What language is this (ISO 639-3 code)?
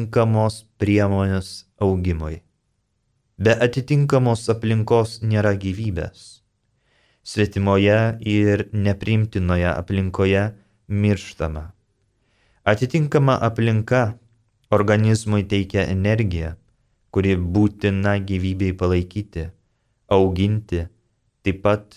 lit